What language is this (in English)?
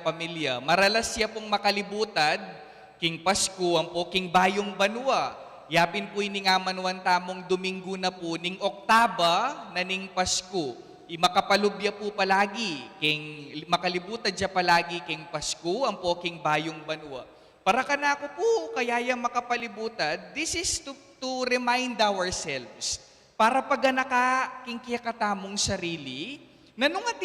Pampanga